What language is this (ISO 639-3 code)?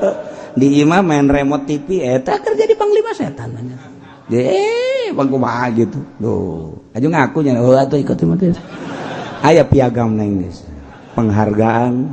sun